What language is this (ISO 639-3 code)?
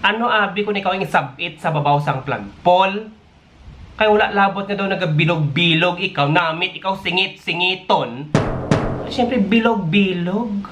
hil